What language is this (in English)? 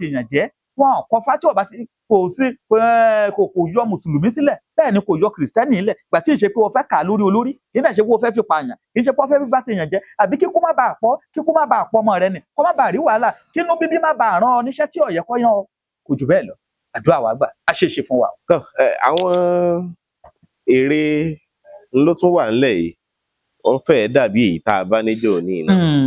Yoruba